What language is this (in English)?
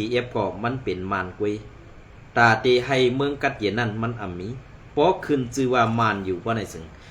Shan